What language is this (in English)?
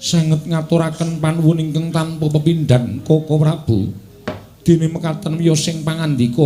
Javanese